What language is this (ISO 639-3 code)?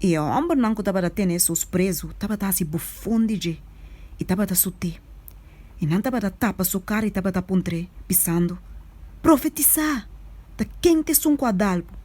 pap